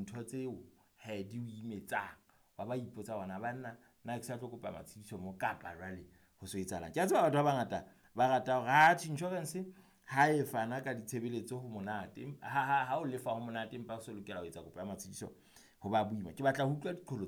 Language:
Southern Sotho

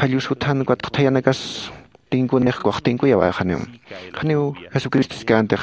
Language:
Aymara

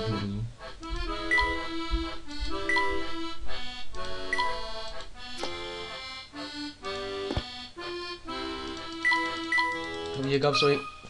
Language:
German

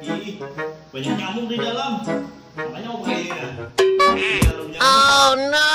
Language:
Banjar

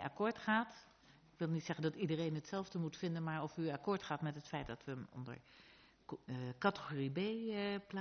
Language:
Dutch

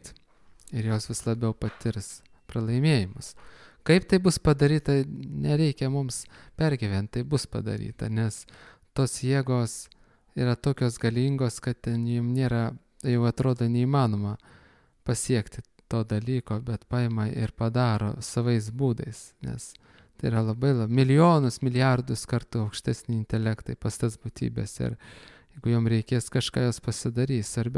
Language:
Lithuanian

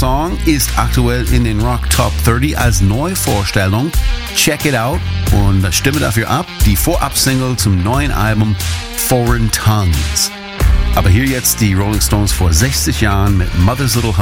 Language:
German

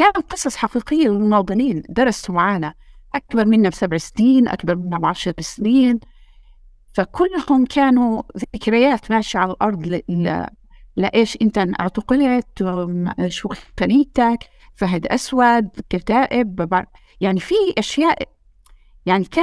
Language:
North Levantine Arabic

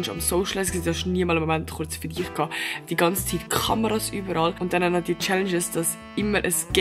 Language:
Swiss German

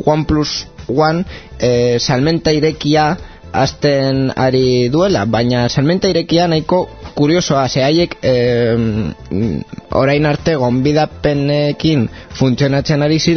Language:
Basque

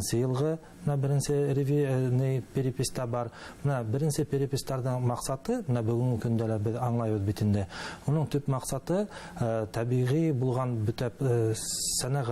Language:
Bashkir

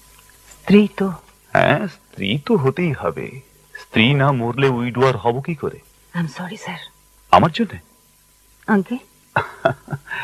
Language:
Bangla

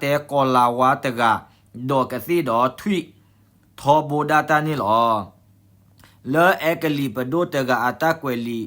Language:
S'gaw Karen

